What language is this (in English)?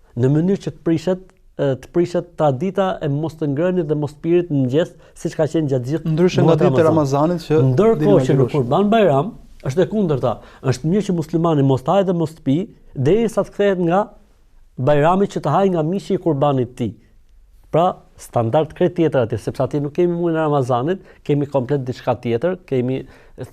Albanian